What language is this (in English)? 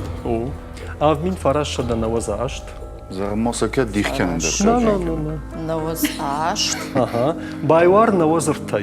Ossetic